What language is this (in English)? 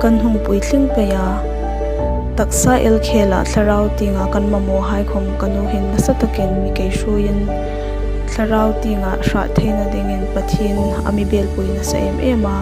Hmar